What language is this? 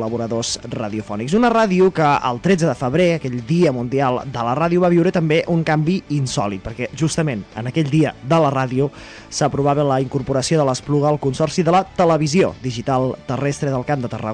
Catalan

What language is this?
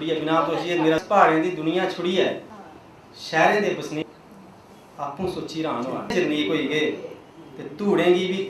Dogri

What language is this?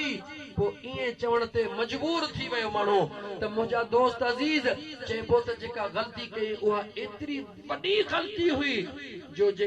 Sindhi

